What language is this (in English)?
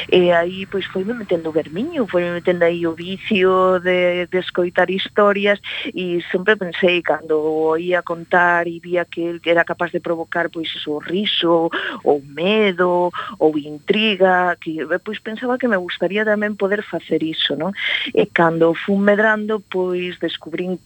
Galician